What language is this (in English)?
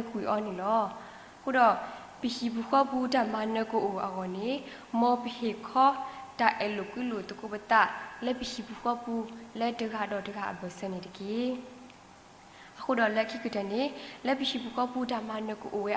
S'gaw Karen